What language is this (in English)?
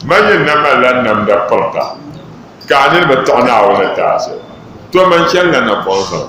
Dagbani